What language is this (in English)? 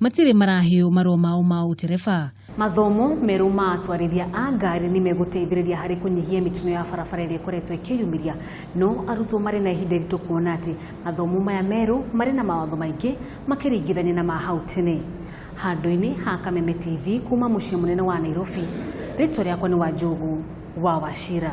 Kikuyu